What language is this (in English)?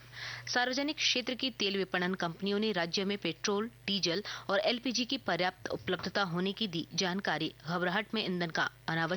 Hindi